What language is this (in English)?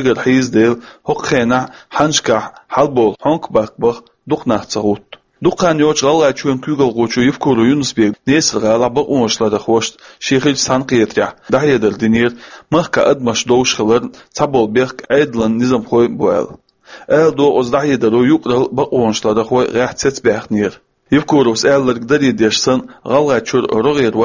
Chechen